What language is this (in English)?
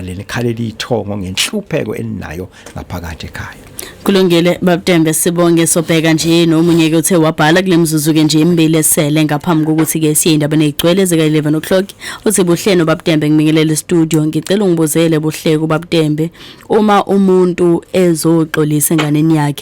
Zulu